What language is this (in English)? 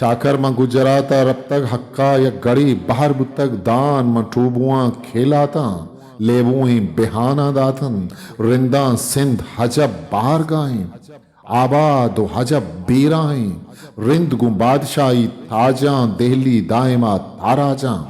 Eastern Balochi